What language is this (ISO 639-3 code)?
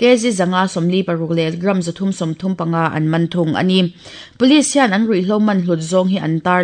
lus